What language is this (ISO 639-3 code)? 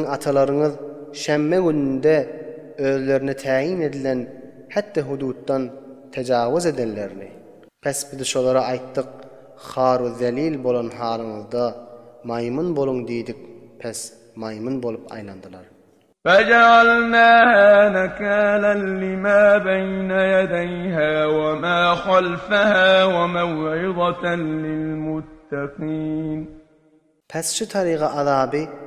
tuk